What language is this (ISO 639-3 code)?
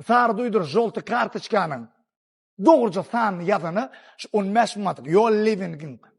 tuk